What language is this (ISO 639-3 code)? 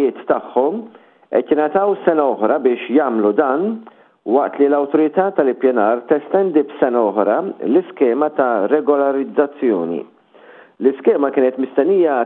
mlt